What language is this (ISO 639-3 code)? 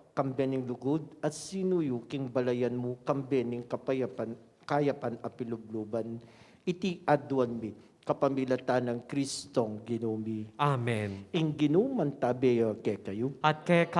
pam